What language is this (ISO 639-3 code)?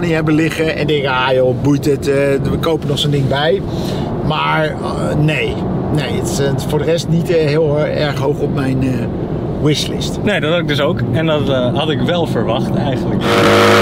nld